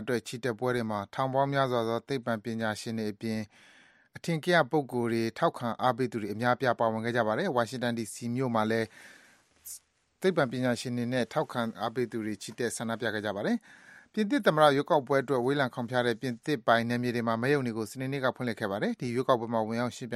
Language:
Burmese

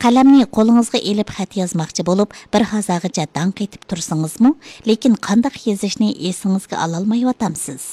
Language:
Uyghur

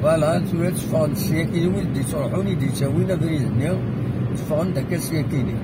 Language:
Kabyle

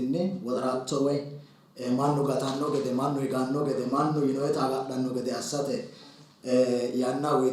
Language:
Sidamo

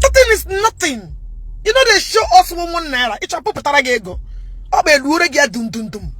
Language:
Igbo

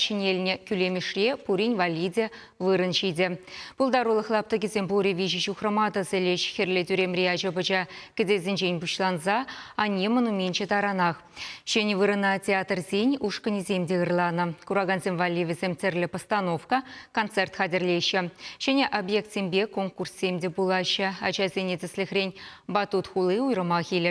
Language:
Chuvash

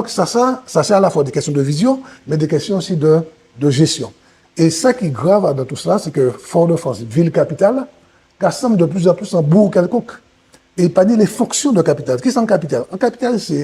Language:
Guadeloupean Creole French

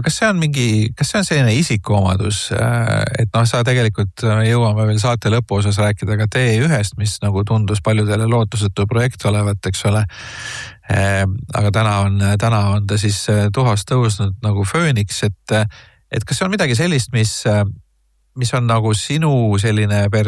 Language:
Estonian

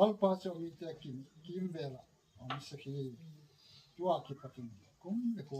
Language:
Gangte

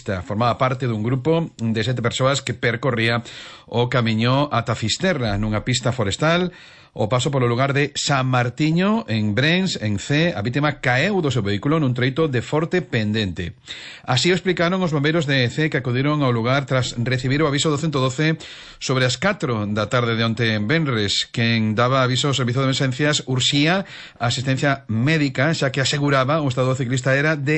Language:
Galician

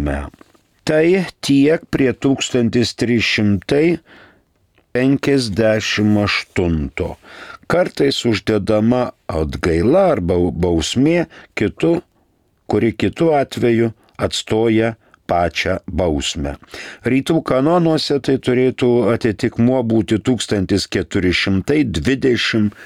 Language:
Lithuanian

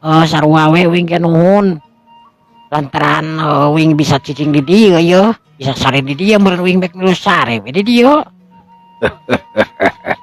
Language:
Sundanese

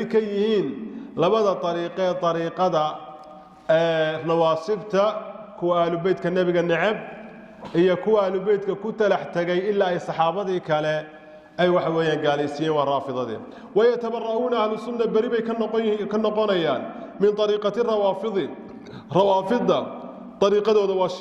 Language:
Somali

